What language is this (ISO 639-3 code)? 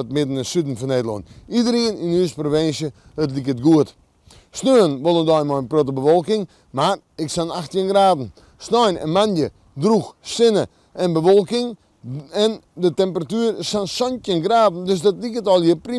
fry